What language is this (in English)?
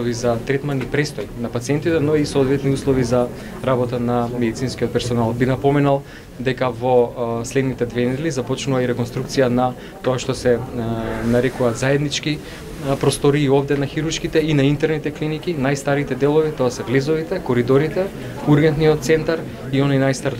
Macedonian